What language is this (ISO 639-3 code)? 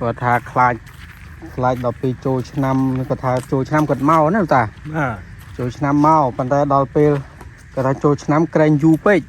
khm